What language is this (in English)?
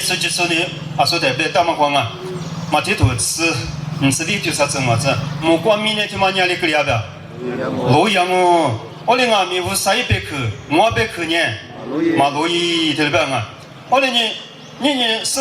Lisu